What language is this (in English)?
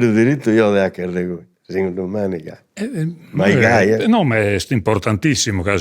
Sardinian